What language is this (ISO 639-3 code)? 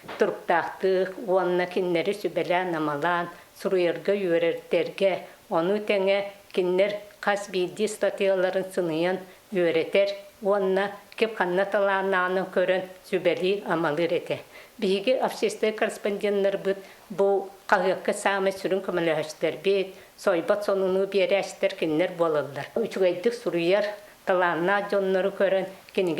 sah